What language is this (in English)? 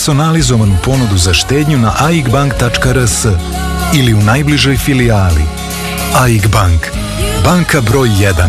Serbian